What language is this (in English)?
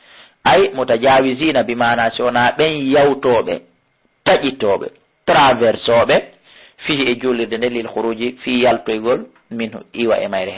Fula